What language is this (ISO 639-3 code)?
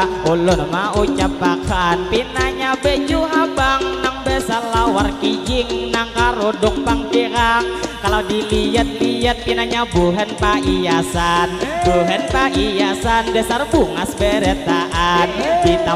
bjn